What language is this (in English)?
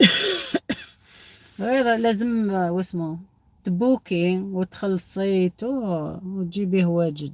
Algerian Arabic